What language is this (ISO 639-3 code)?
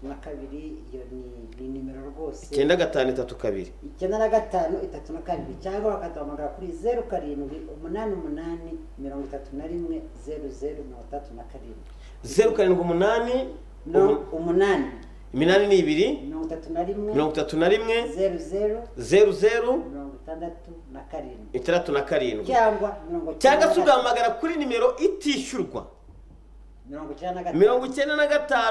kin